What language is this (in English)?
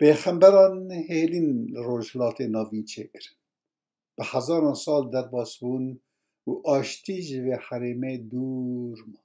Kurdish